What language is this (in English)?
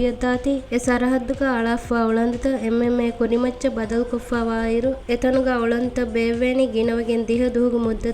Divehi